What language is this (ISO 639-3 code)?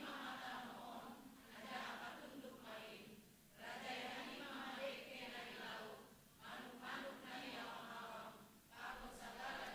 bts